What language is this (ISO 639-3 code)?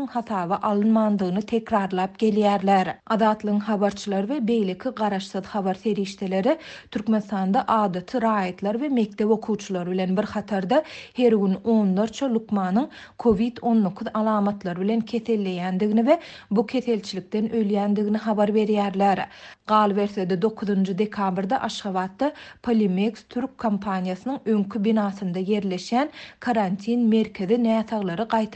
tuk